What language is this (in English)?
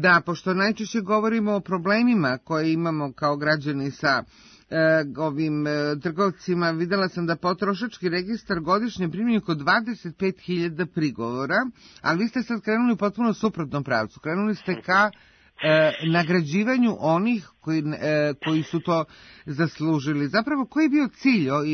Serbian